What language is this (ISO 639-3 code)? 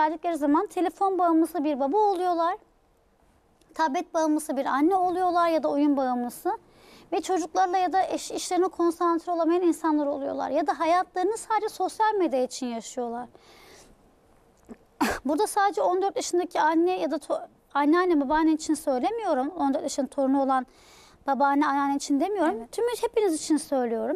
tur